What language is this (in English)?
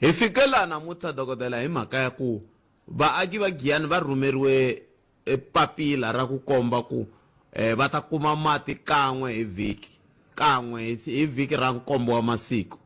Tsonga